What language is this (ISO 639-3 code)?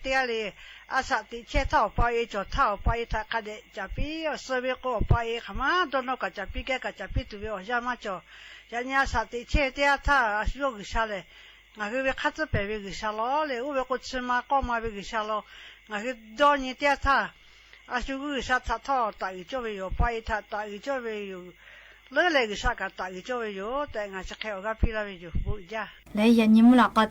lhu